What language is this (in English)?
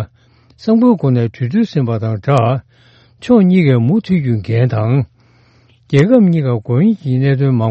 Tibetan